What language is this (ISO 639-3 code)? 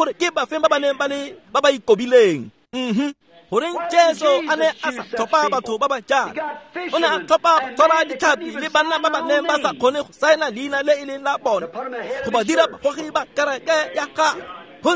tsn